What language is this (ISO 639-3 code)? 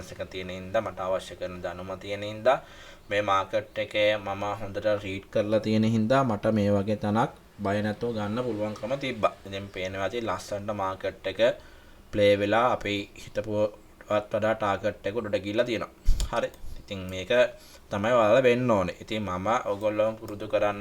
sin